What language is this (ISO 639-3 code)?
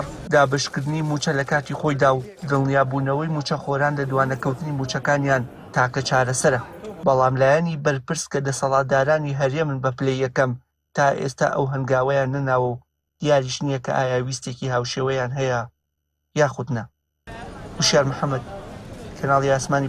ckb